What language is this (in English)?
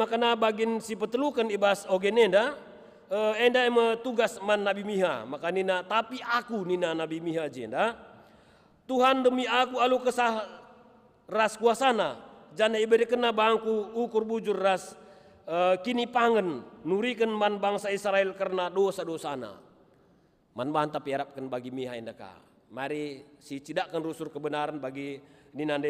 Batak Karo